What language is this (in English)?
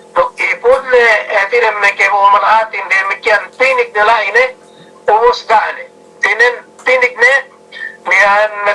Yakan